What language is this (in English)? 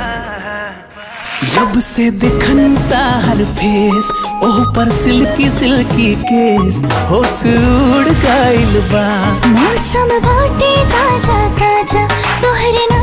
Bhojpuri